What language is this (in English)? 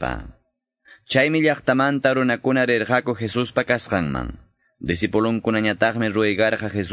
Quechua